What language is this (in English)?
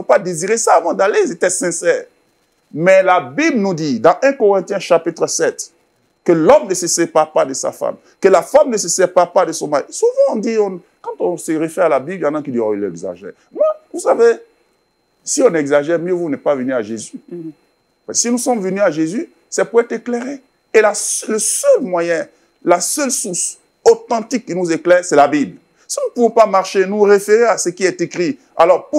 French